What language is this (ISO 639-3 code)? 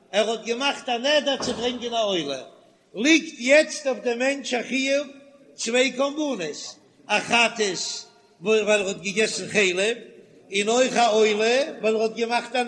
yid